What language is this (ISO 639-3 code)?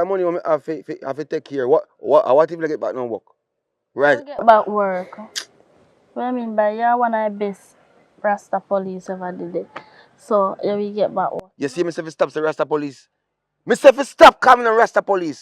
jam